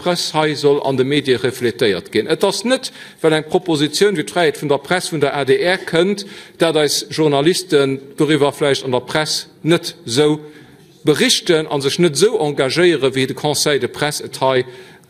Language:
Luxembourgish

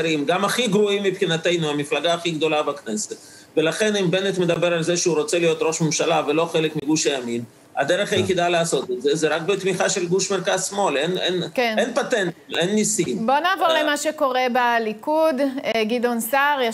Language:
Hebrew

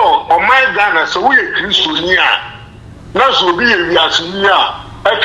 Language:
Akan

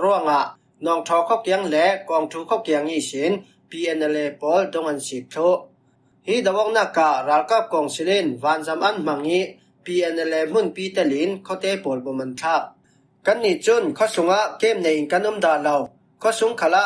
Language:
Falam Chin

